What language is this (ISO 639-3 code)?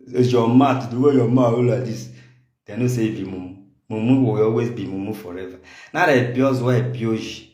pcm